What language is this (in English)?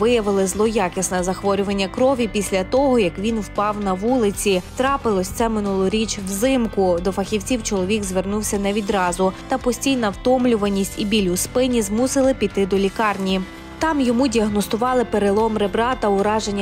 Ukrainian